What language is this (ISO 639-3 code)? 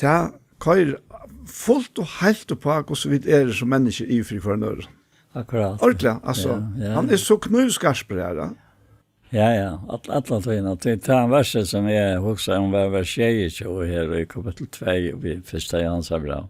fao